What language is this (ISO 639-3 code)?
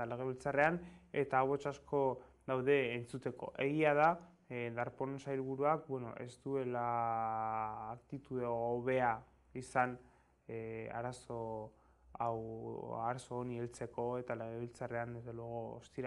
eus